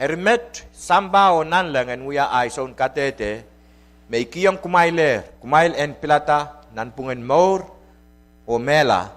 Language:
Pohnpeian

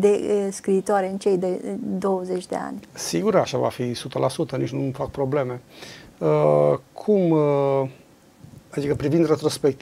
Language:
Romanian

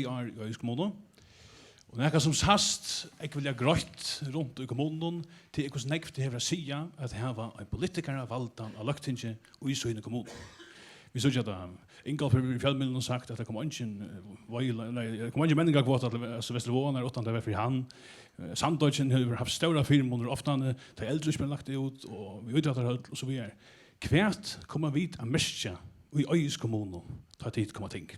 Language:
Faroese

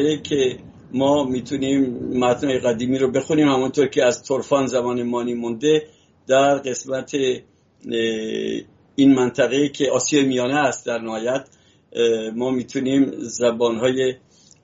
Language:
Persian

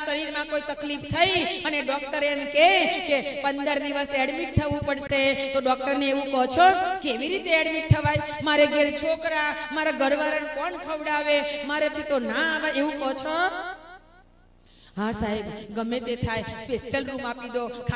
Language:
Gujarati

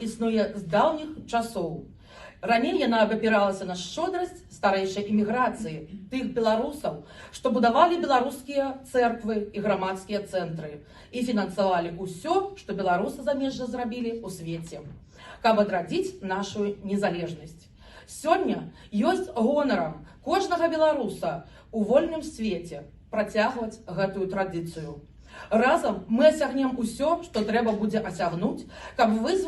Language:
Belarusian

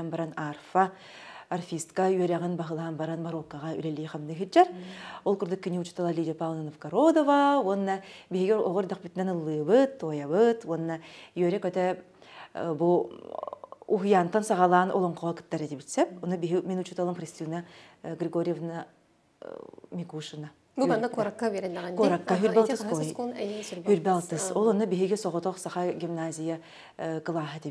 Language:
Yakut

